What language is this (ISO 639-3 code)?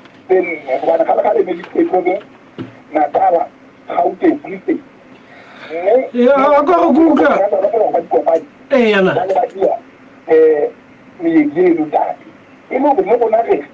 sot